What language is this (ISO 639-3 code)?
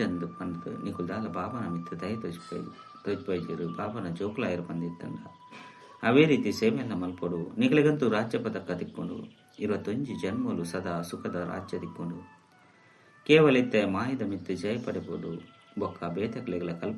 tcy